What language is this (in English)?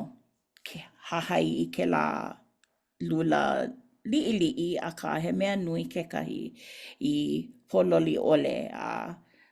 Hawaiian